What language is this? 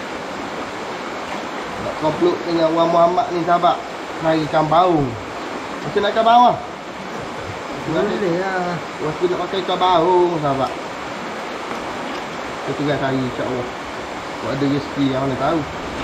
Malay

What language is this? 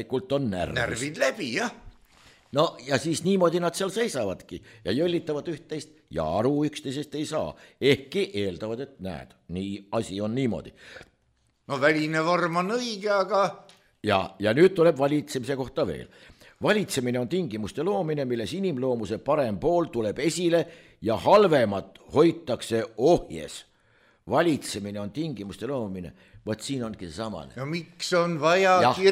Estonian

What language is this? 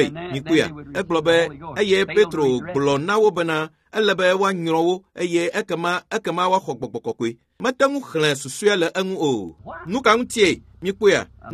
Ewe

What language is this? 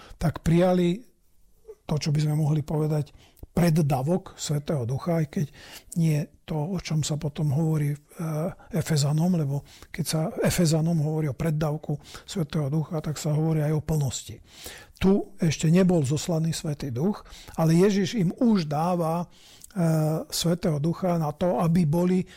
Slovak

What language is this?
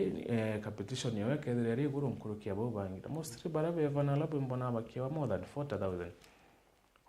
Meru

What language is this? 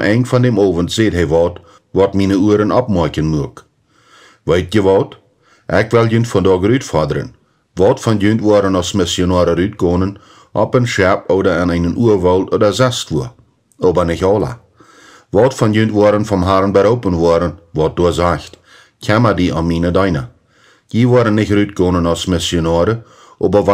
Plautdietsch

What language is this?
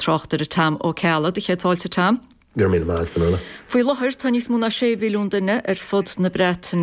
Irish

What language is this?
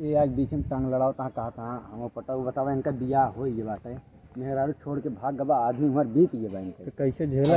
Awadhi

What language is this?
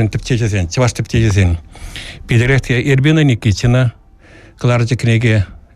Chuvash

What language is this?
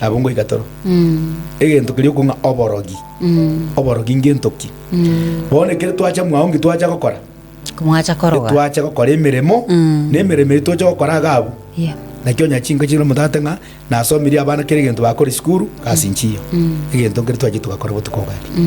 Gusii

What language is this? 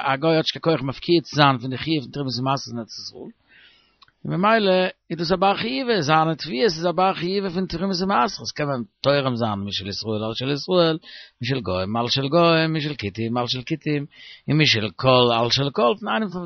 Yiddish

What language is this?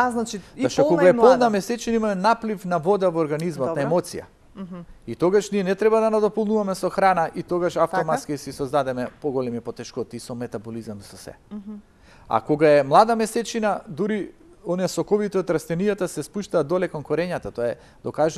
Macedonian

